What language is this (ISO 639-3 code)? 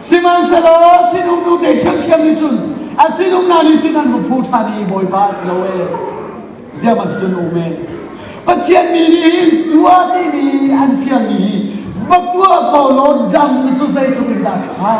cnh